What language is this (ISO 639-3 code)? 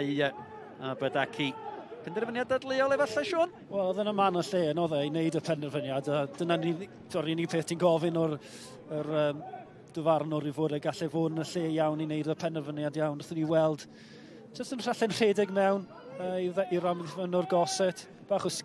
cym